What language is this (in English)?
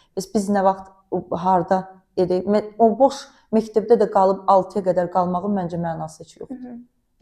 Azerbaijani